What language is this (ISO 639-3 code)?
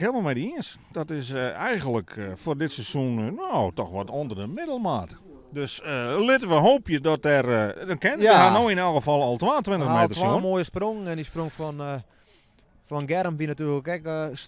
fry